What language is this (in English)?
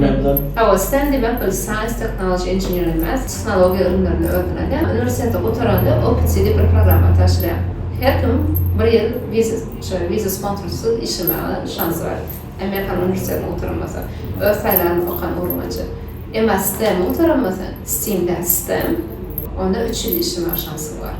Turkmen